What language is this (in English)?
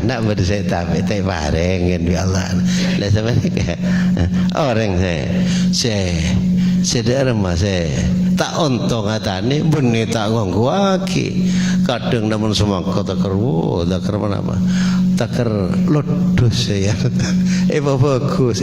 Madurese